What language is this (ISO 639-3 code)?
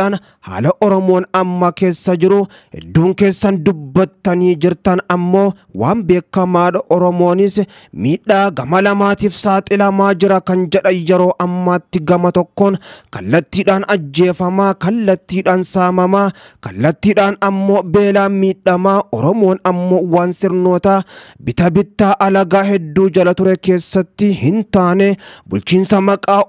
orm